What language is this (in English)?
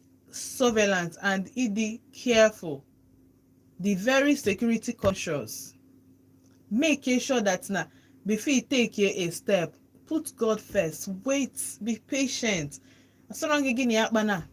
Igbo